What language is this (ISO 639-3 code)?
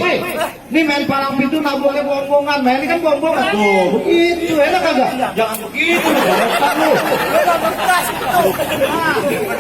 bew